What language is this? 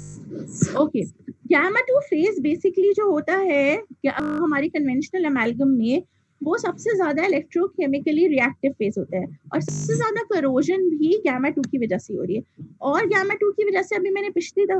Hindi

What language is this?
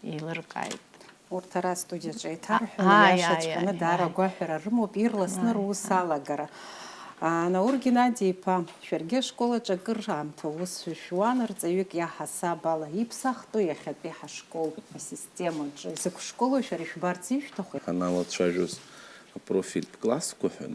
Abkhazian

